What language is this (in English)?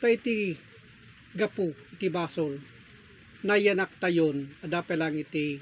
Iloko